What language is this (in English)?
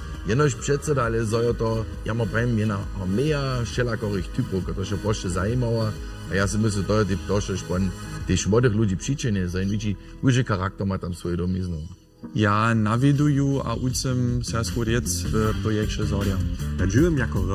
Upper Sorbian